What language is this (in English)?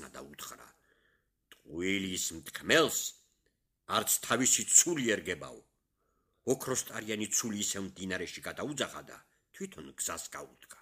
Georgian